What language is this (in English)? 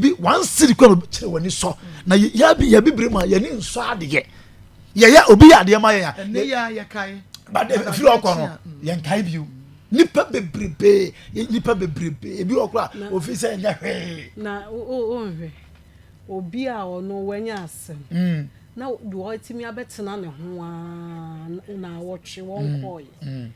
Akan